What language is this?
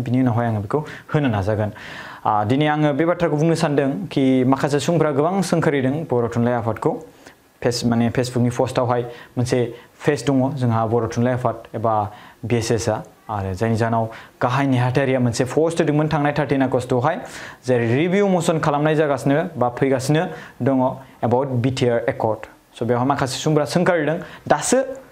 Bodo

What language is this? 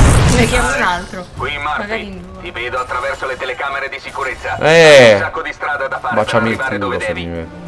Italian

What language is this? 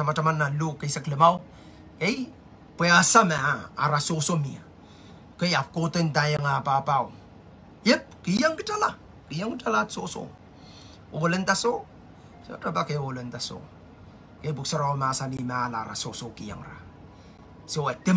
Pohnpeian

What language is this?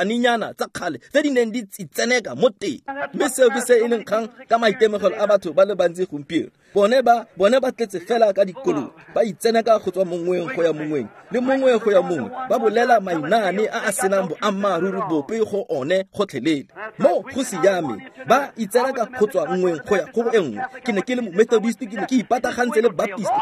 Tswana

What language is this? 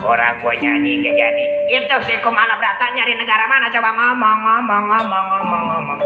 Betawi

